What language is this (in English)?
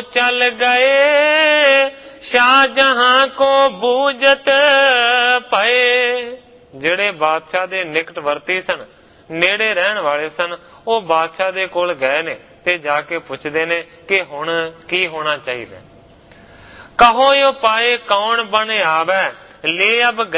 Punjabi